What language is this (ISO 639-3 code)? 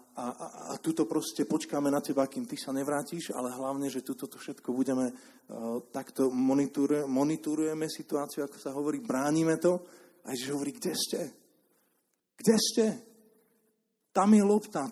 slk